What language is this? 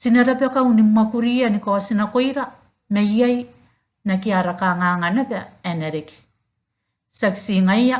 Gilbertese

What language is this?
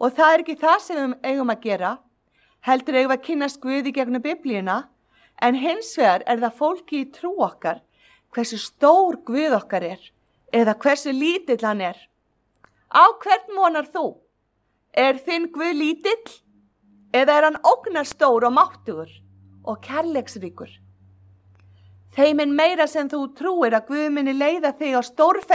Icelandic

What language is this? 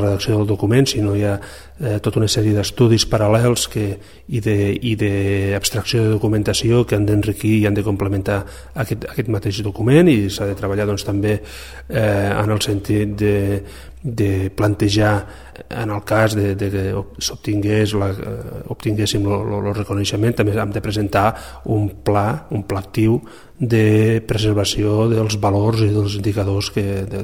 Catalan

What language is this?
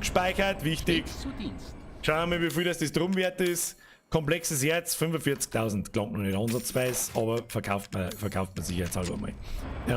Bavarian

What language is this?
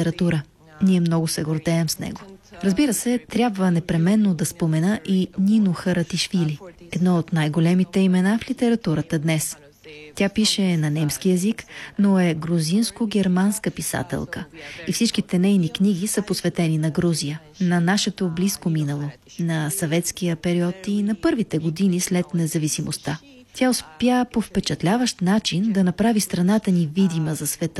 Bulgarian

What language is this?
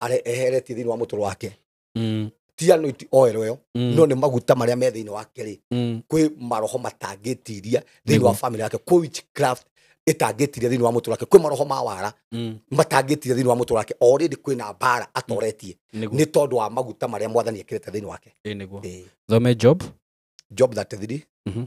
Kikuyu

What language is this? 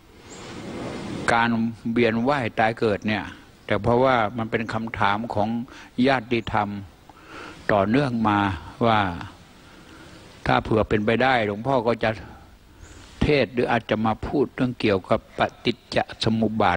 Thai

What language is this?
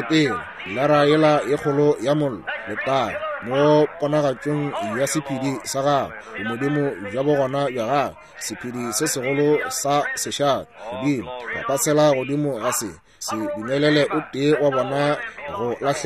Northern Sotho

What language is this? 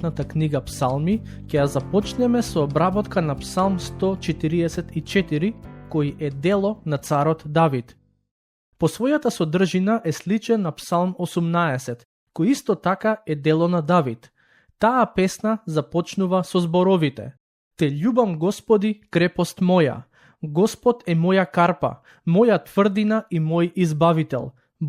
Macedonian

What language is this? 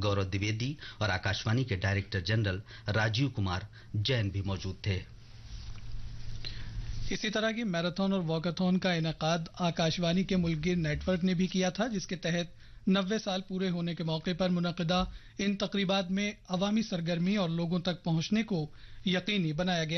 Urdu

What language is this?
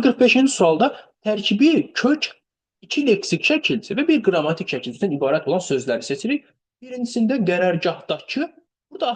Azerbaijani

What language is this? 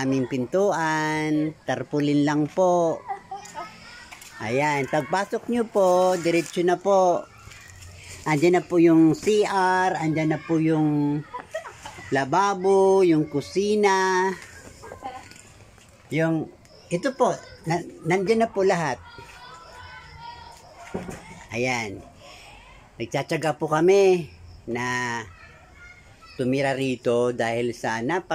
Filipino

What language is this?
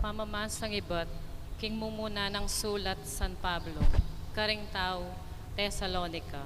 Pampanga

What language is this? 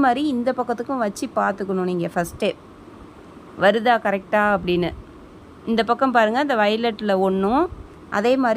Tamil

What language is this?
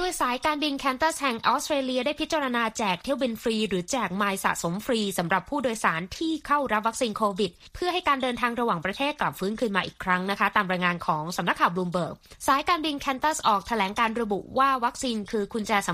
Thai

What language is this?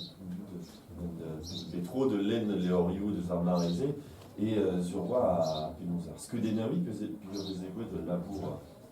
Breton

